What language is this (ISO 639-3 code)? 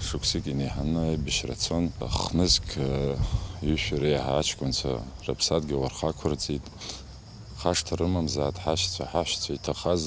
abk